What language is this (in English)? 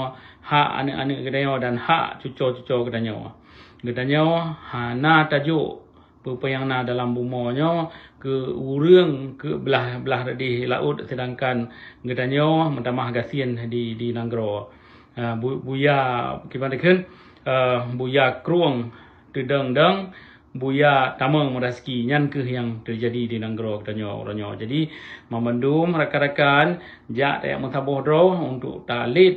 Achinese